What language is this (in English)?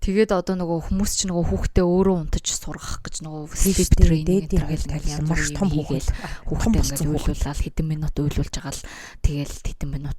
Mongolian